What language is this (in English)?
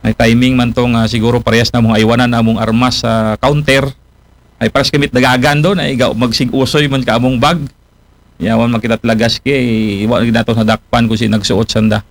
Aklanon